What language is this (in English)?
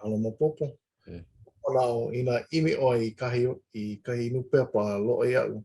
Hawaiian